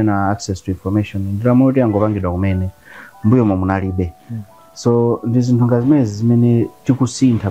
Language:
Nyanja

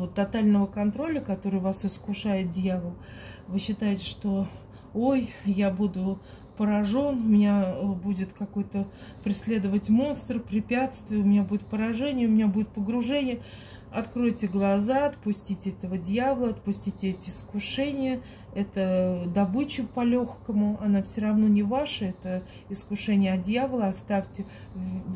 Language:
Russian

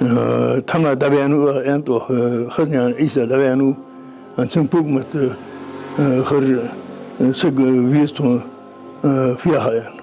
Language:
Ingush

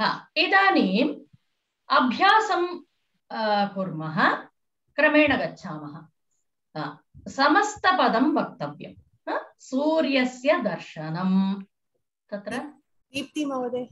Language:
Sanskrit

